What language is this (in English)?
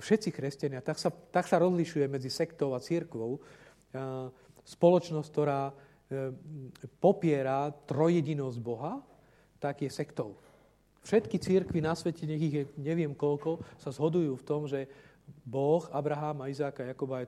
Slovak